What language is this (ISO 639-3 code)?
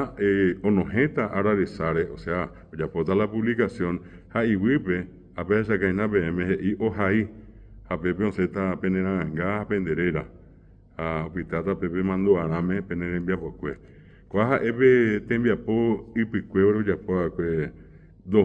grn